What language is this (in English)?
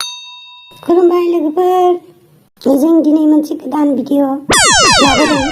Bodo